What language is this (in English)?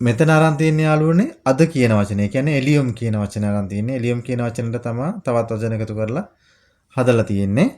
Sinhala